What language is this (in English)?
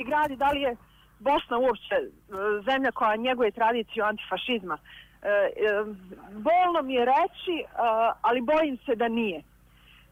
Bosnian